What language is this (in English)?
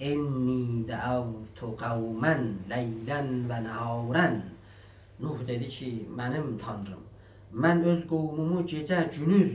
South Azerbaijani